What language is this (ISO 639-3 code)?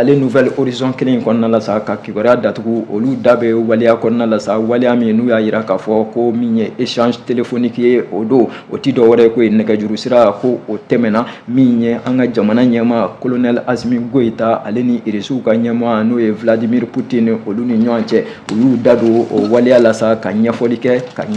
bam